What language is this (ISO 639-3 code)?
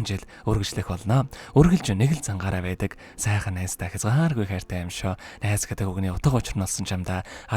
mon